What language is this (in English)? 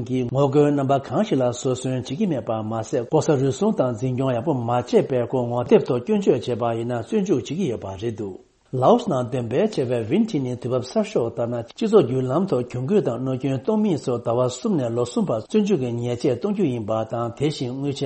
Tibetan